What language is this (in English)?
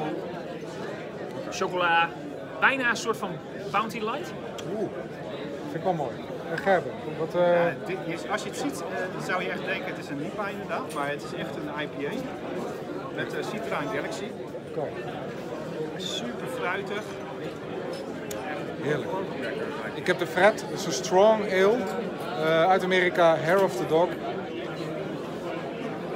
Dutch